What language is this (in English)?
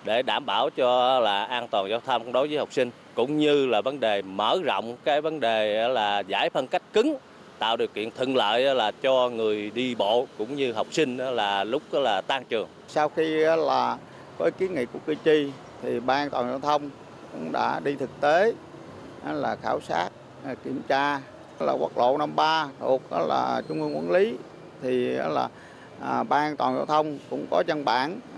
Vietnamese